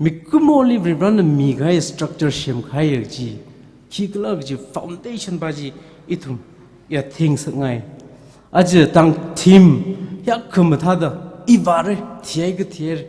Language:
Tangkhul Naga (India)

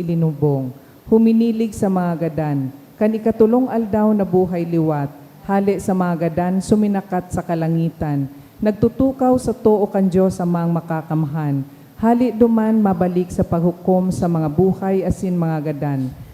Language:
Bikol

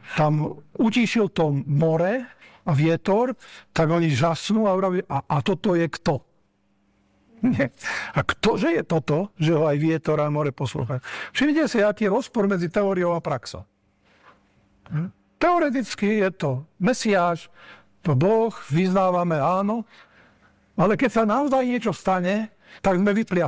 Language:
Slovak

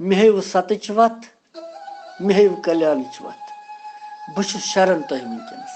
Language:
Kashmiri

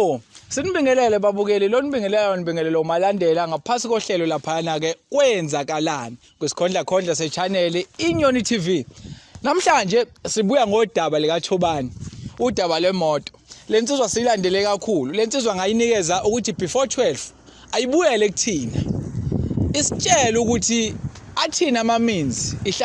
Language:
Zulu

